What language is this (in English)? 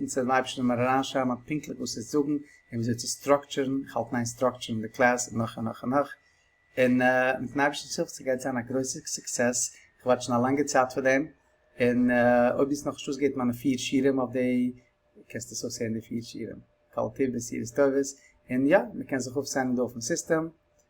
Yiddish